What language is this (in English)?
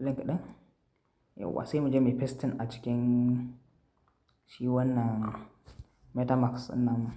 Hausa